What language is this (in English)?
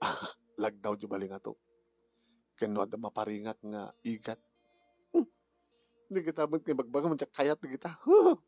Iloko